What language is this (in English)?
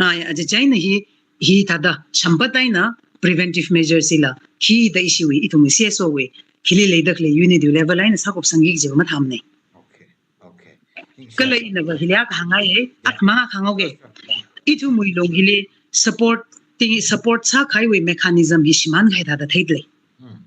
Tangkhul Naga (India)